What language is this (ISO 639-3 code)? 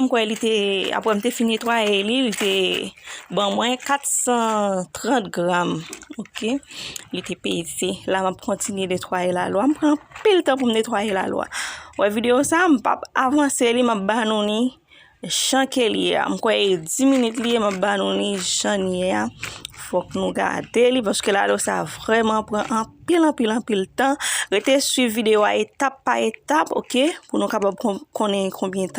hat